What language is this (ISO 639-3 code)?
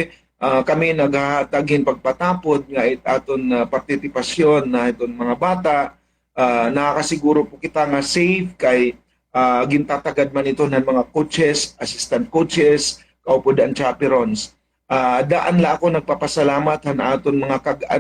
war